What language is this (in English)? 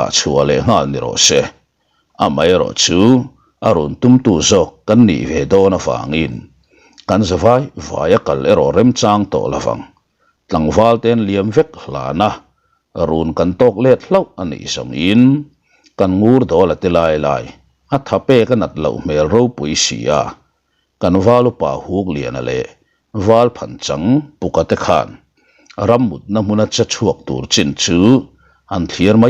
Mizo